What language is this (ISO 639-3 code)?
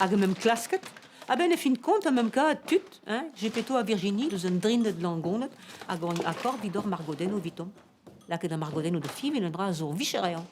bre